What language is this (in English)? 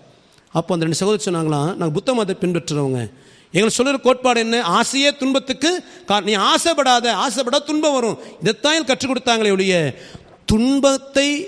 Tamil